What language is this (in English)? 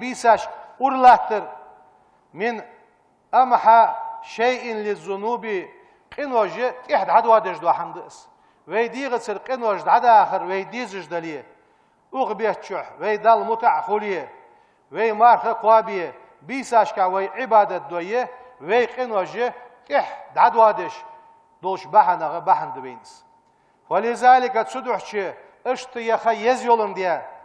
Ingush